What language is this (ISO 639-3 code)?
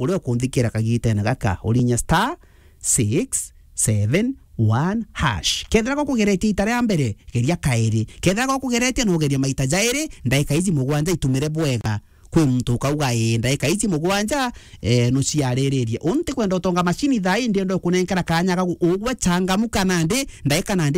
mer